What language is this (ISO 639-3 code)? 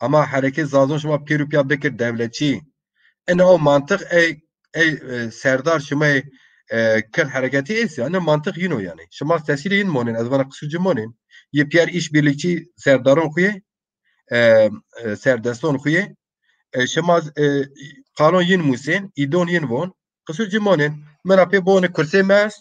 zza